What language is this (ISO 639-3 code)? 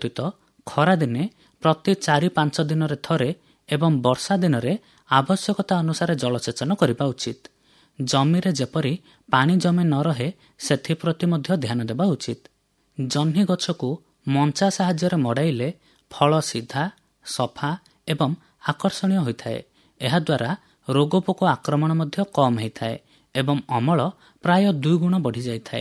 ori